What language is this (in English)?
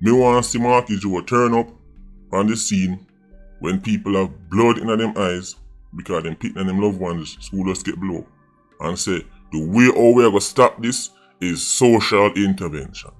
Jamaican Creole English